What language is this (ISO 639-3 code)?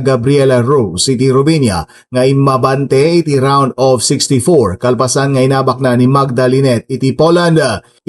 ilo